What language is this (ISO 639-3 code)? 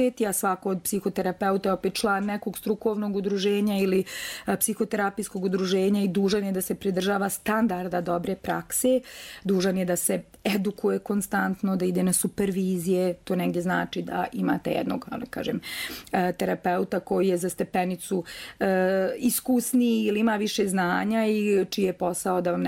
bos